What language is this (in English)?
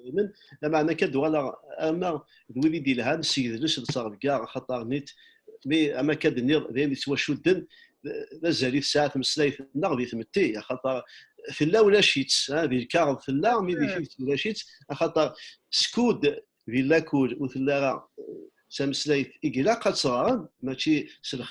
Kabyle